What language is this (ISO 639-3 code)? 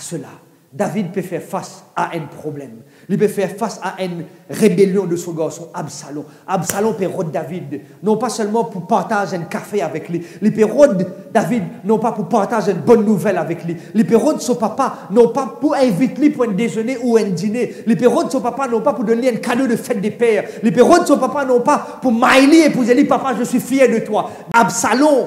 mfe